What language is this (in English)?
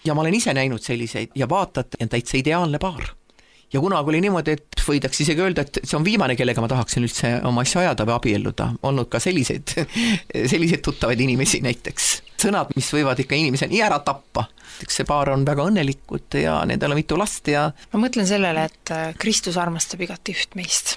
Estonian